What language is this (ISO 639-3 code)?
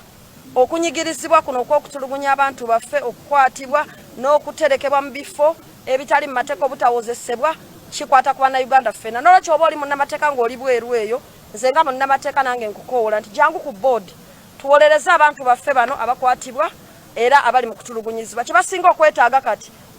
lug